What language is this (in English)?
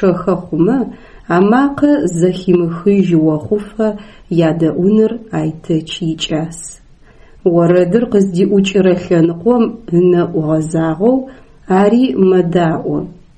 Adyghe